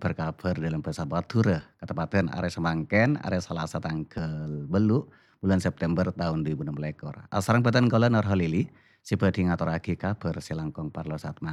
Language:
Madurese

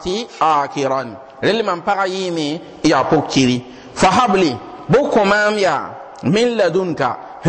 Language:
Mossi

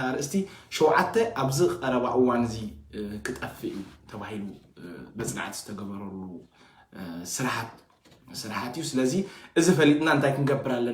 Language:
Tigrinya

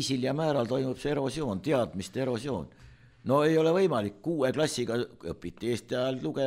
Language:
Estonian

